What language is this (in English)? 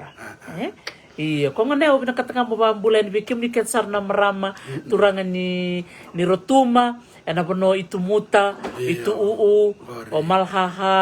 Fijian